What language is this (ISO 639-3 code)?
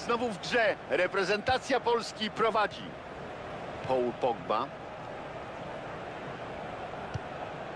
pol